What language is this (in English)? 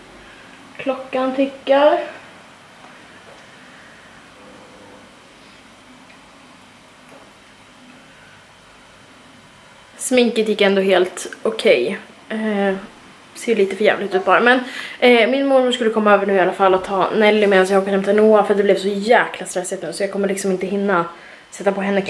Swedish